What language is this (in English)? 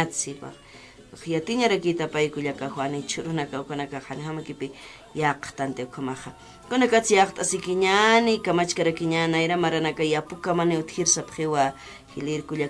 Aymara